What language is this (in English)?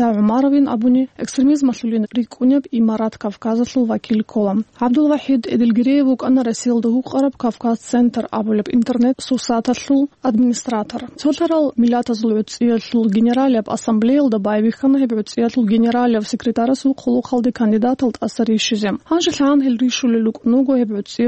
Avaric